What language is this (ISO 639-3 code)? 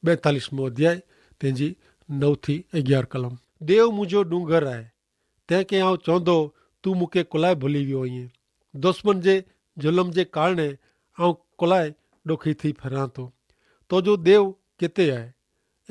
kfr